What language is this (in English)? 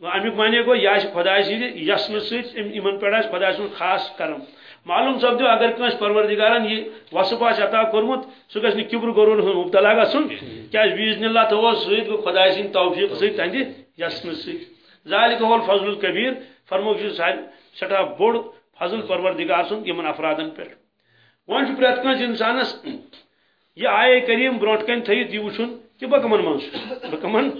Kashmiri